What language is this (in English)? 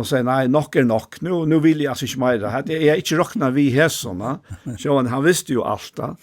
Faroese